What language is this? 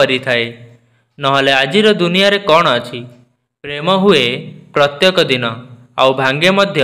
Odia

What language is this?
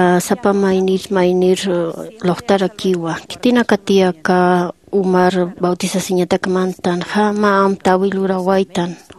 Aymara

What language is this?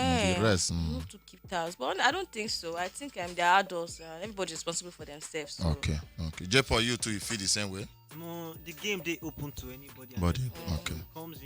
Nigerian Pidgin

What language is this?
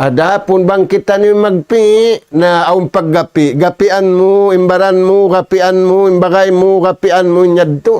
Tausug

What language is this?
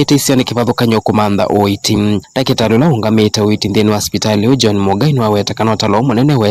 Kamba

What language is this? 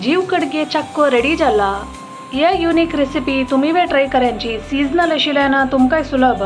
Konkani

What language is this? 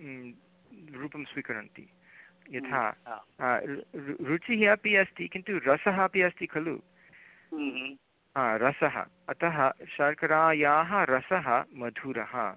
Sanskrit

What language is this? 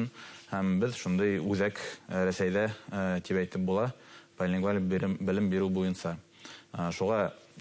Bashkir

